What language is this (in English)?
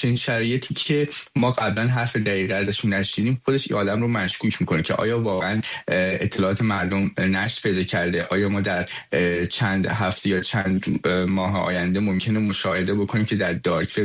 Persian